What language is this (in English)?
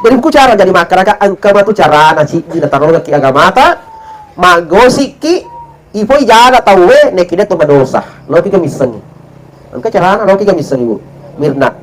Buginese